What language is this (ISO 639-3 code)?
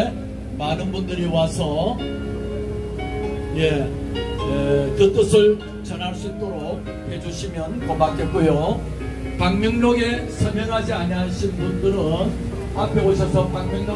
kor